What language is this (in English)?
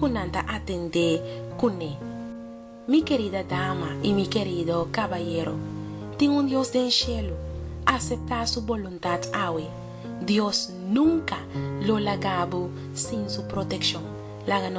Papiamento